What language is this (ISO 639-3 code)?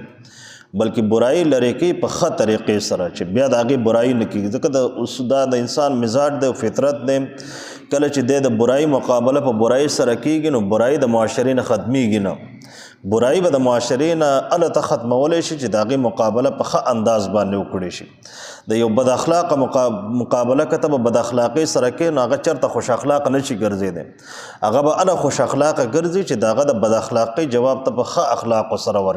pus